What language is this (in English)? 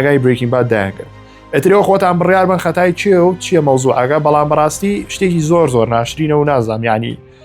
Central Kurdish